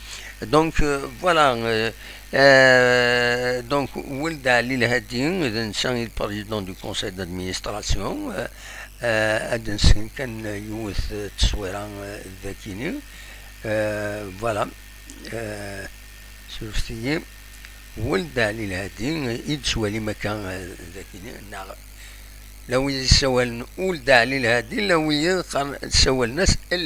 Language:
Kabyle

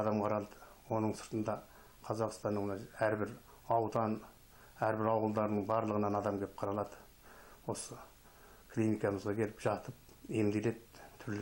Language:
Kazakh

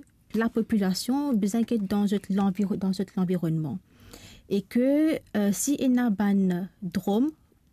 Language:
Morisyen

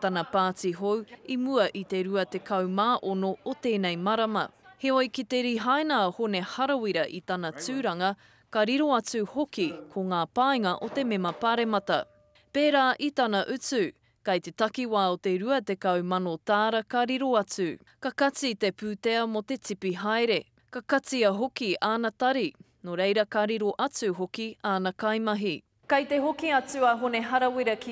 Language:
Māori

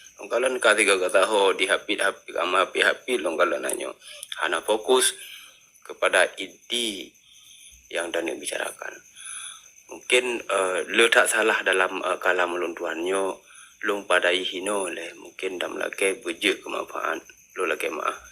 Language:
Achinese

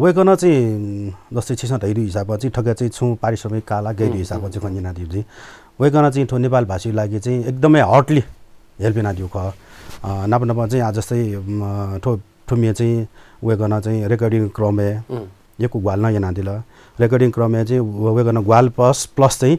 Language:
Newari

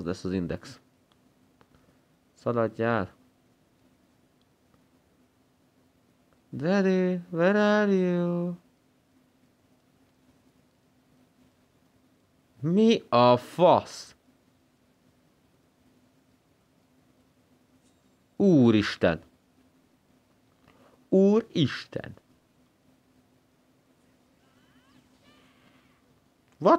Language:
Hungarian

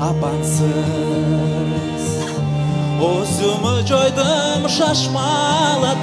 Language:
Crimean Tatar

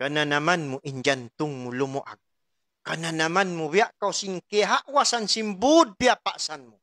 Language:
Tausug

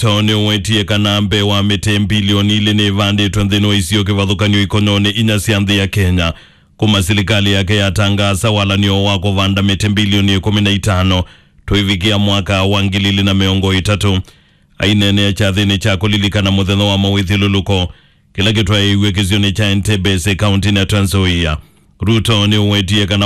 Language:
Kamba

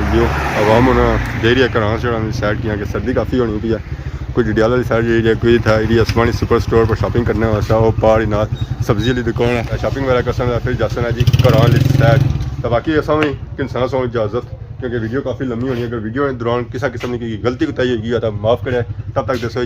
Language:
Pahari-Potwari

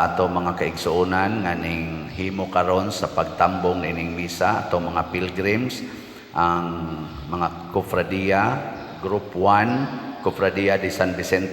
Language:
Cebuano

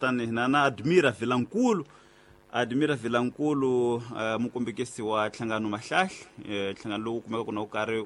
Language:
Tsonga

